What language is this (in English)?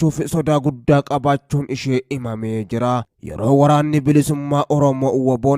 Oromo